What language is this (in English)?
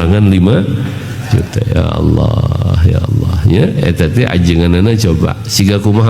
Sundanese